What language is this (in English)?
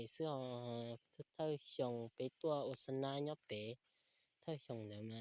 Hmong